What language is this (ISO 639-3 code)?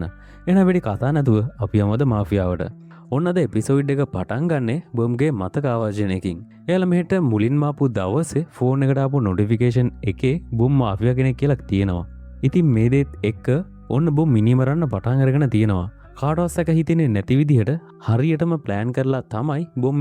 sin